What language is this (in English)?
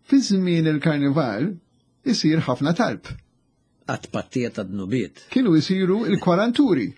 Maltese